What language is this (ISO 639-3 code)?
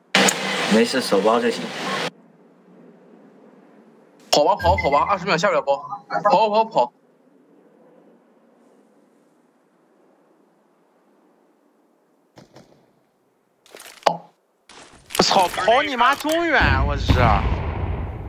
zho